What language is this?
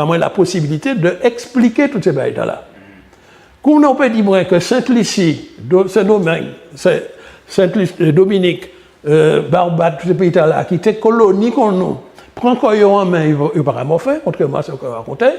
Guadeloupean Creole French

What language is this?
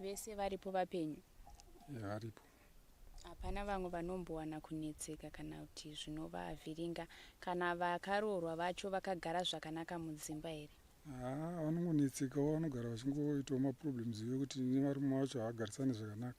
Shona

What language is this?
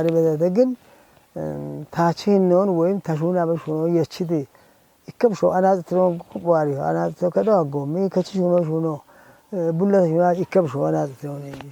Kafa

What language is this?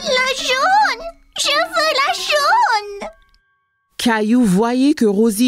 French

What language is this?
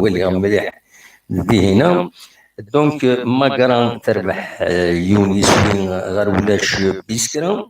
Kabyle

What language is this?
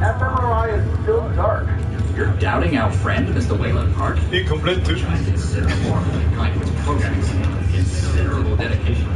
Bavarian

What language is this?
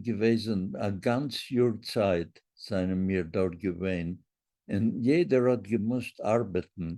Yiddish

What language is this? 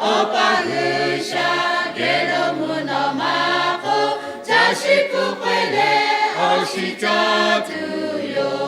Lahu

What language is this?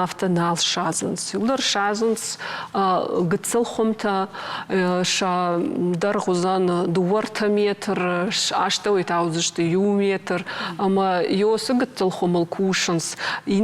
Ossetic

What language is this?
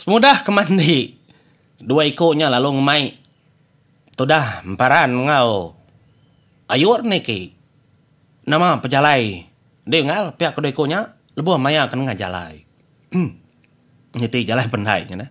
Iban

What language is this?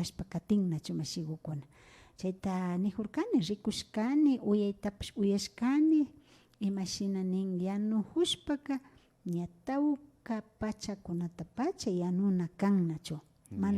Imbabura Highland Quichua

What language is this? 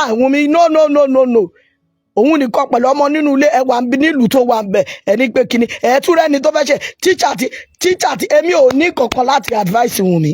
Yoruba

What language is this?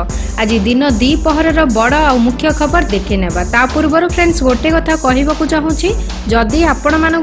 Odia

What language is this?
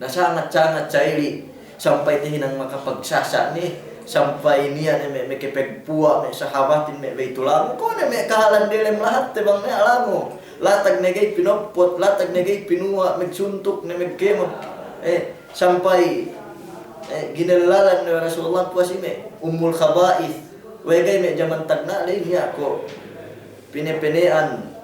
Yakan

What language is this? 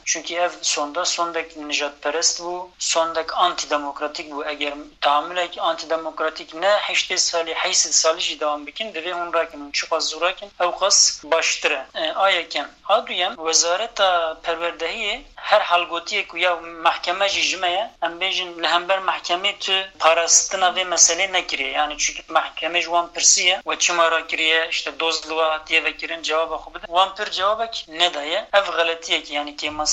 Kurdish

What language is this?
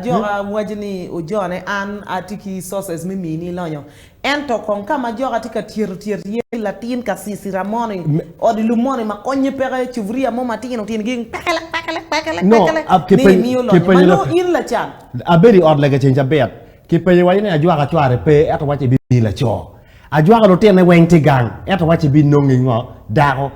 Acoli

